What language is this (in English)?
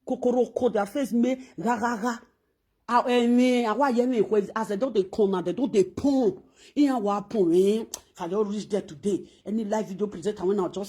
Nigerian Pidgin